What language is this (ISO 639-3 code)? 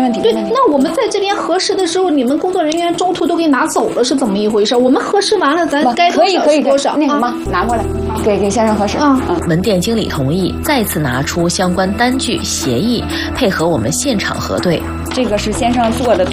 zho